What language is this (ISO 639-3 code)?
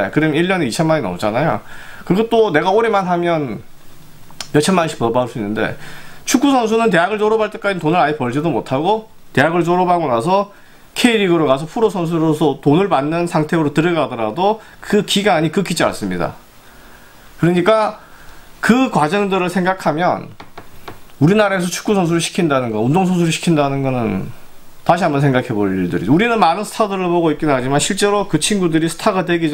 kor